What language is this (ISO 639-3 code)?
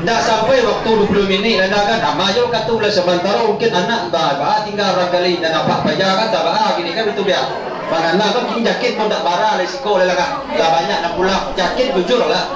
min